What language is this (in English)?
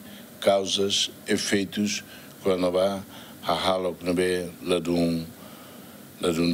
Tetum